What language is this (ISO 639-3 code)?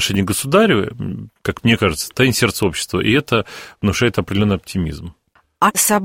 rus